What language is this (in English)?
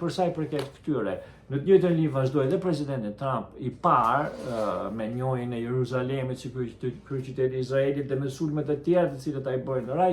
Albanian